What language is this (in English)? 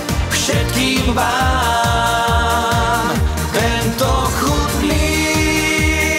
Slovak